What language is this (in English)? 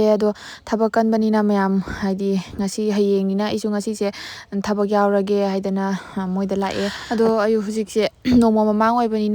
Manipuri